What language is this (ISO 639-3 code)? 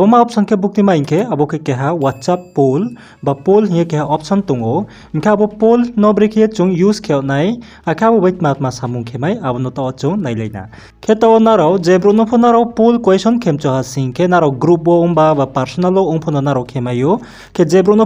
ria